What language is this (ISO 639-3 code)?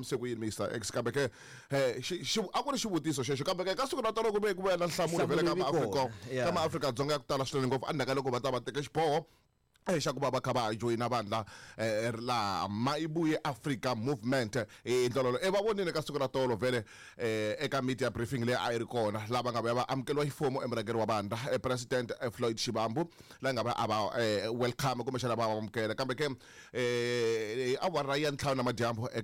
tso